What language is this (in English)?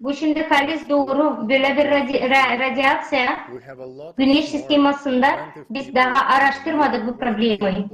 Gagauz